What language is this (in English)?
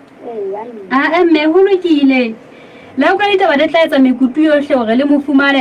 Southern Sotho